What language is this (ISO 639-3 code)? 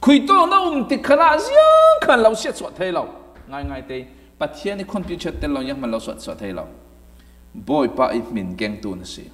cfm